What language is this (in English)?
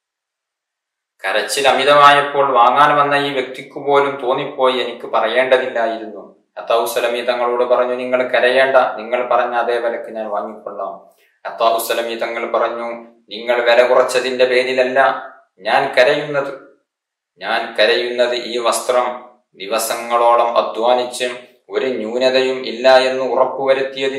Malayalam